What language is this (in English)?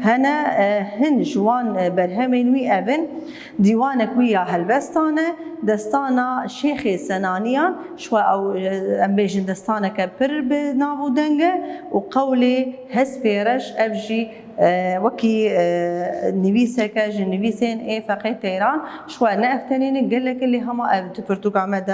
Kurdish